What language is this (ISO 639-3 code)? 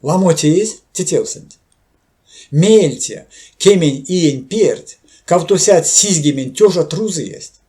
myv